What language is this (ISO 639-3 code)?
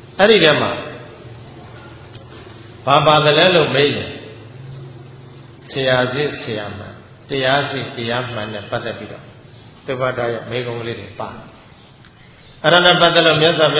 mya